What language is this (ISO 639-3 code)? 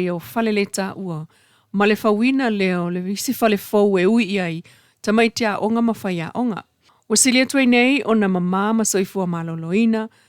smo